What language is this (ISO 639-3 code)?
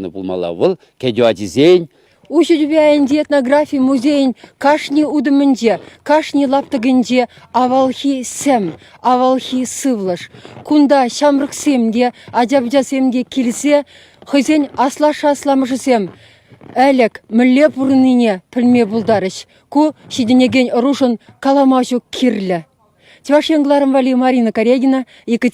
chv